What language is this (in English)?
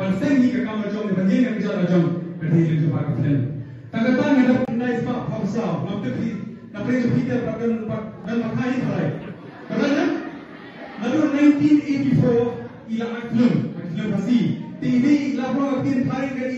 Khasi